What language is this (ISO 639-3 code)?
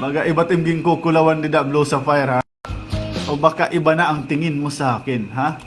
war